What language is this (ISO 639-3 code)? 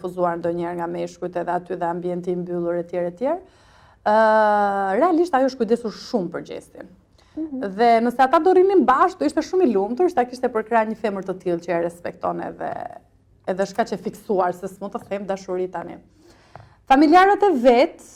sqi